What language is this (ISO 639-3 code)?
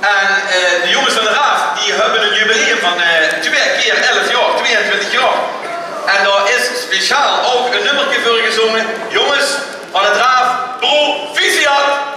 lim